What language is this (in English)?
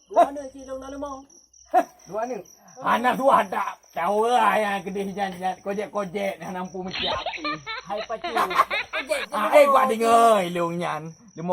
Achinese